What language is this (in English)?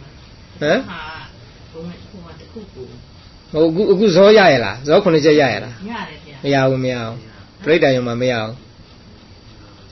Burmese